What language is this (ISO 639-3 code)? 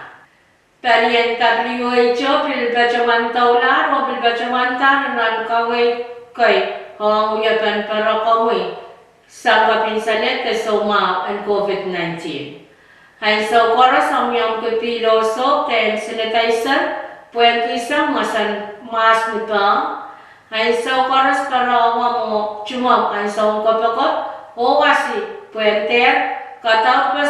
pon